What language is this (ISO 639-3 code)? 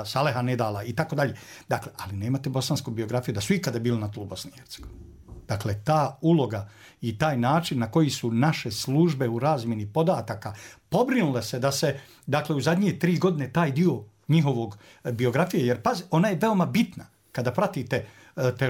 bos